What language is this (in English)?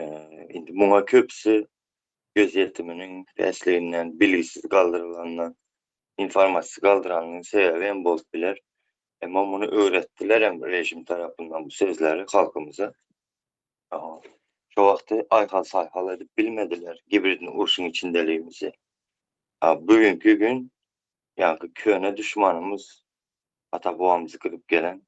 Turkmen